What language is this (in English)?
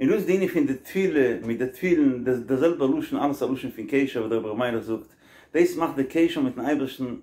Yiddish